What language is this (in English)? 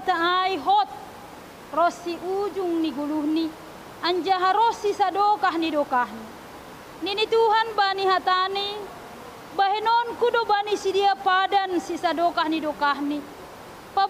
Batak Simalungun